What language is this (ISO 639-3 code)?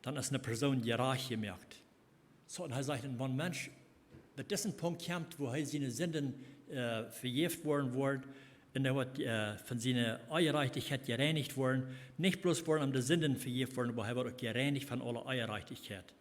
pdt